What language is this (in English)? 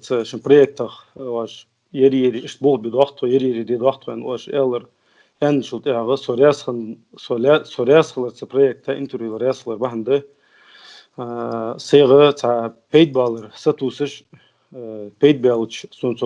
Ingush